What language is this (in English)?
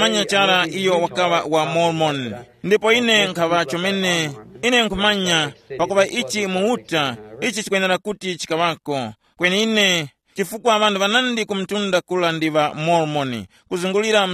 Tumbuka